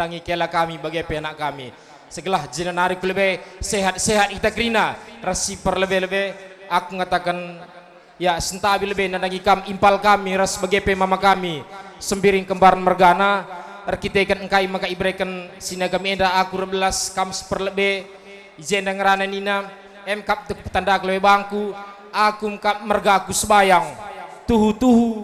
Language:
Batak Karo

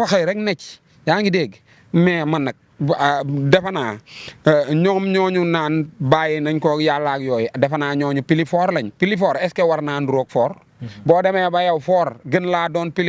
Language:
Wolof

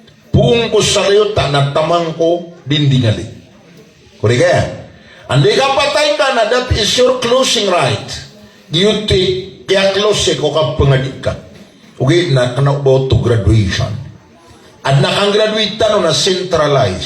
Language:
Maranao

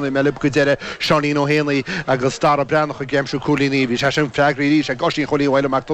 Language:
Irish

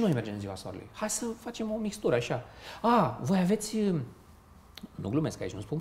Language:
Romanian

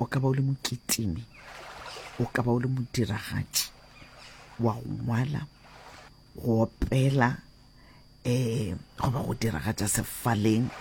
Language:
Northern Sotho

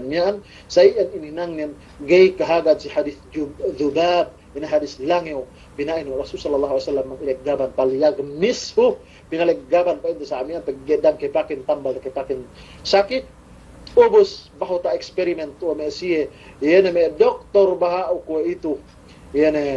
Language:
Yakan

